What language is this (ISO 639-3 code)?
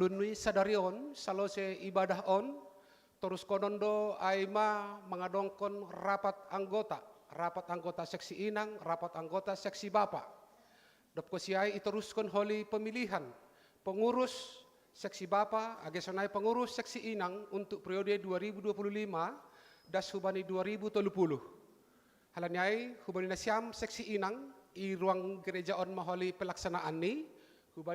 bts